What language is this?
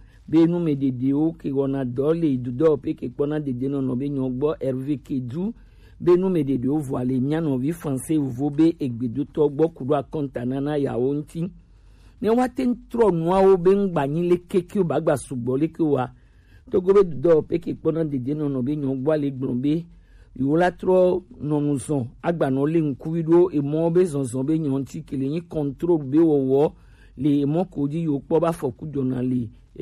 Gen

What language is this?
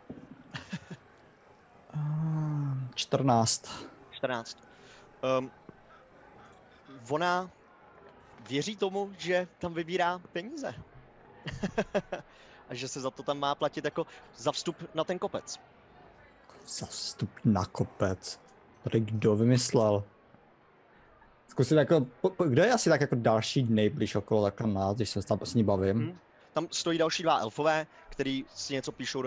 Czech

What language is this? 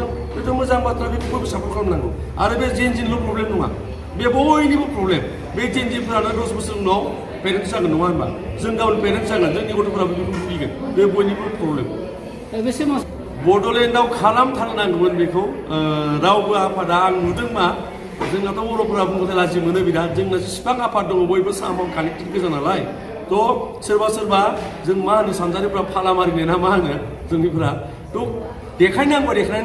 Bodo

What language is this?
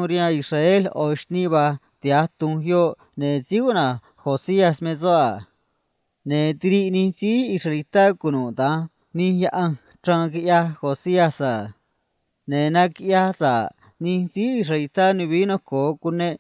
Copala Triqui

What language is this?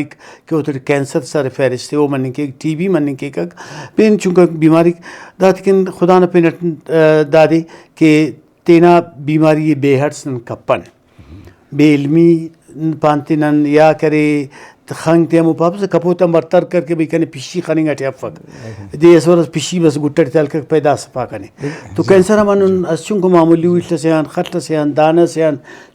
Brahui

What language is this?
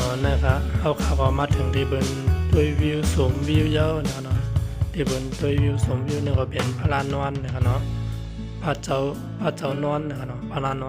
Shan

